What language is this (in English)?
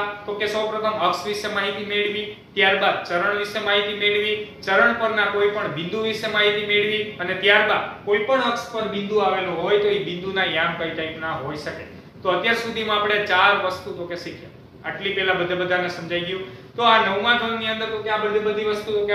Gujarati